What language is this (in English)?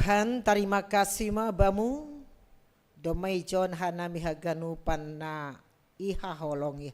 Batak Simalungun